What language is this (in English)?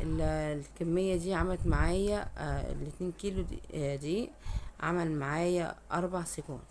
Egyptian Arabic